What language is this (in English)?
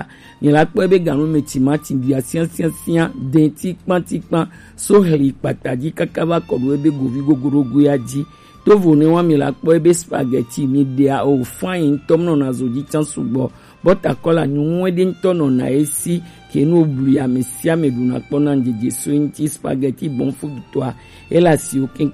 Gen